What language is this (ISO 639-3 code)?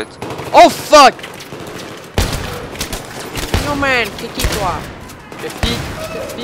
fra